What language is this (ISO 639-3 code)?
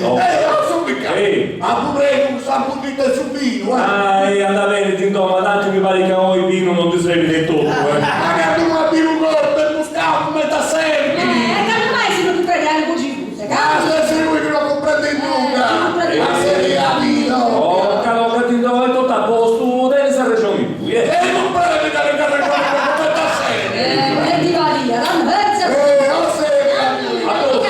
srd